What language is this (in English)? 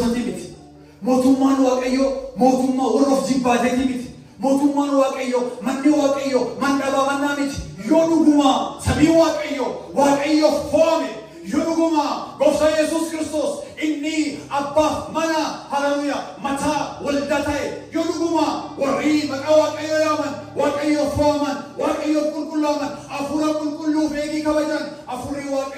Oromo